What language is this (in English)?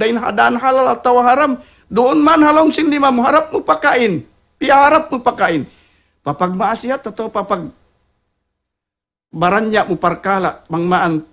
Tausug